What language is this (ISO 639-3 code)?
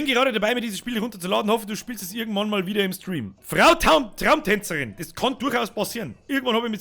bar